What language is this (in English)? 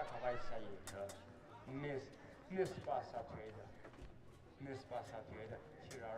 Tangkhul Naga (India)